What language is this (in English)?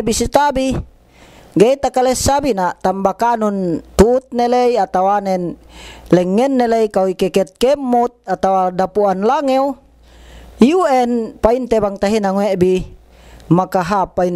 Yakan